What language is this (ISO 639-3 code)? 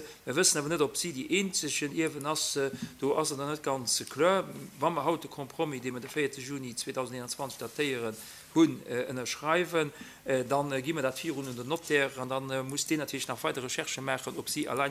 ltz